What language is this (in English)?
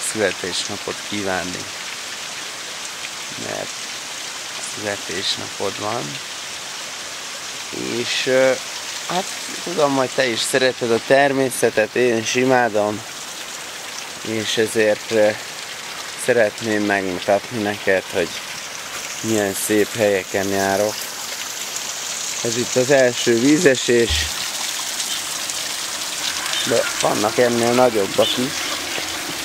Hungarian